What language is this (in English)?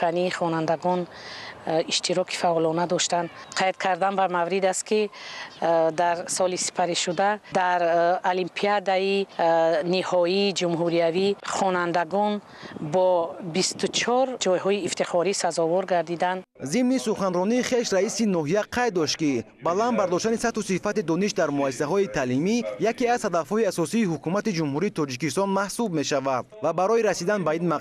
Tajik